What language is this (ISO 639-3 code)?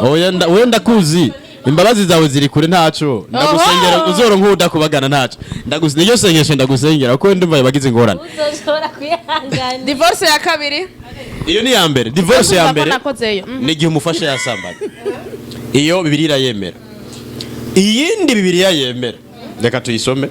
run